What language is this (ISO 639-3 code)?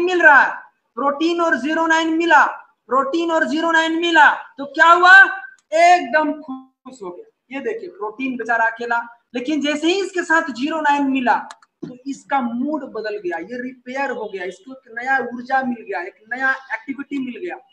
hin